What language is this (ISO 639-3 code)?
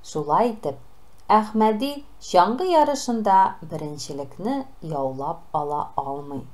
tat